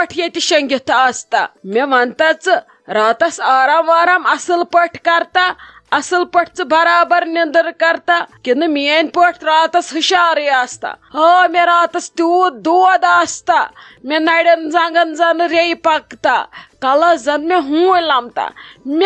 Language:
Kashmiri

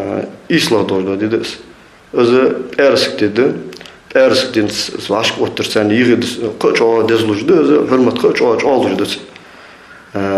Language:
Ingush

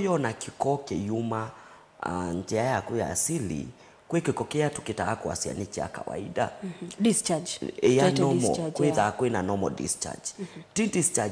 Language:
Kamba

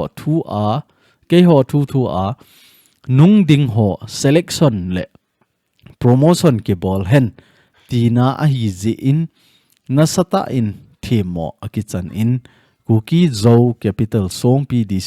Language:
Thado Chin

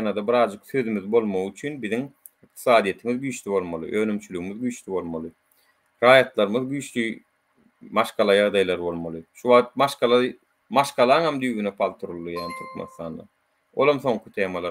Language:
Turkmen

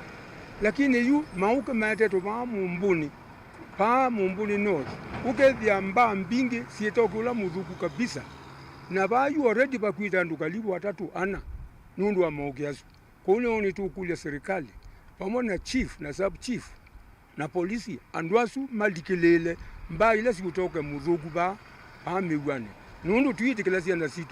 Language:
Kamba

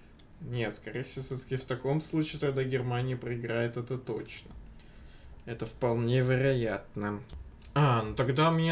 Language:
Russian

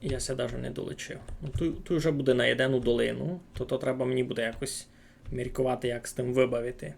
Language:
Rusyn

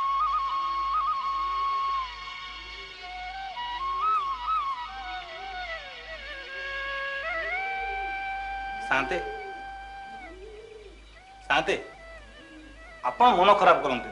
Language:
Odia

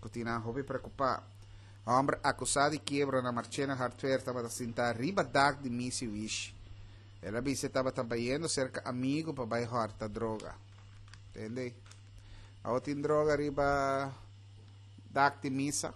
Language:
Papiamento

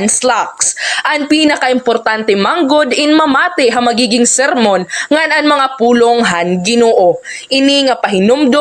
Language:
Waray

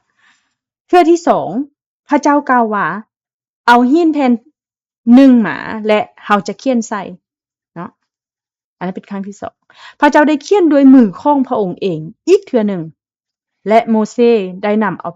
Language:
Lao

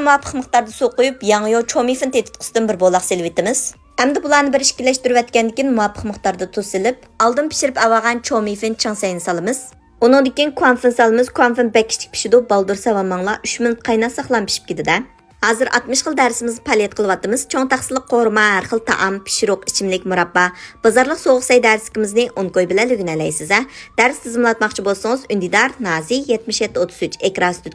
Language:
Uyghur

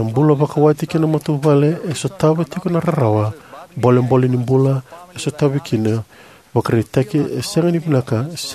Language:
Fijian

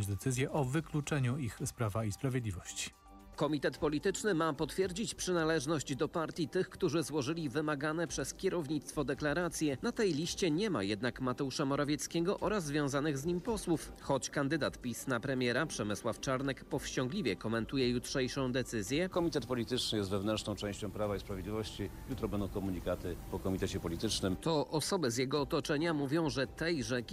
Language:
Polish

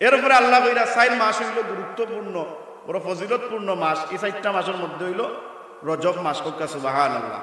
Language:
Sylheti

